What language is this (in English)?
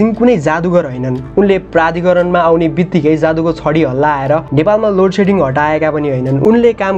Nepali